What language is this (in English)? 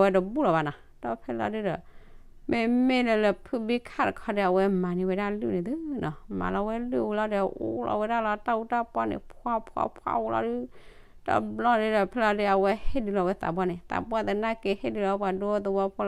S'gaw Karen